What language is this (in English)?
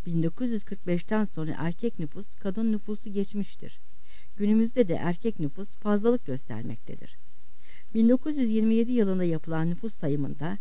Turkish